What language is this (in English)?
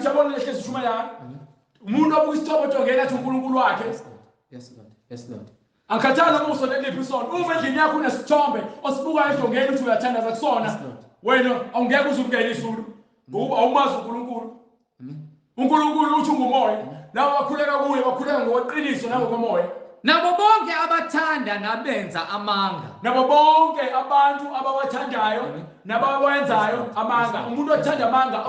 Zulu